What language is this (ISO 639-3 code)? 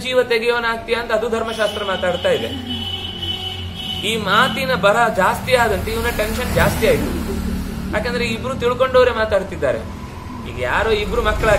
kan